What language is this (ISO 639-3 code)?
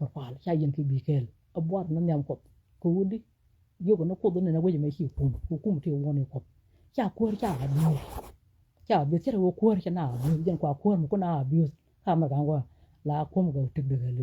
nus